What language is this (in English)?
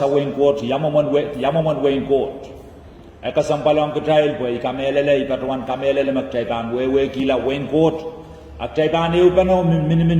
Pohnpeian